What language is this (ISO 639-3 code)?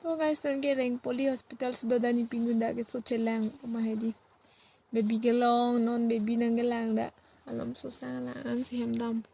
mjw